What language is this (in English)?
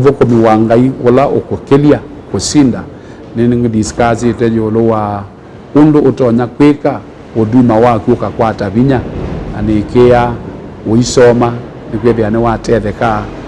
Kamba